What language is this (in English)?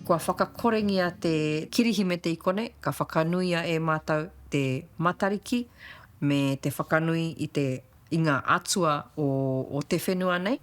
Māori